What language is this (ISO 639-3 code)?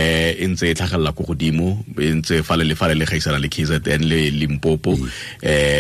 tsn